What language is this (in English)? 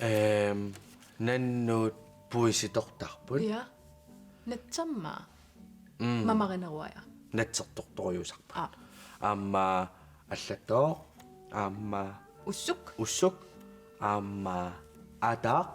Kalaallisut